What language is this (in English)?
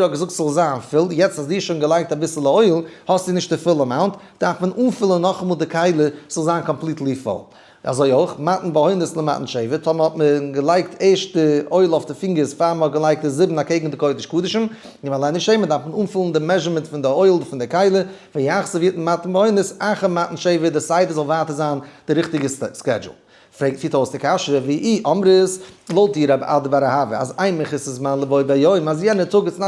Yiddish